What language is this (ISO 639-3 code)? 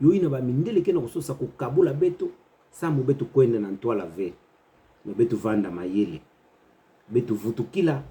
ktu